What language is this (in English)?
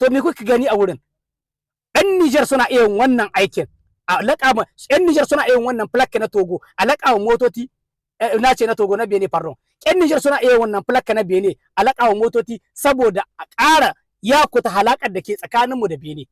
Hausa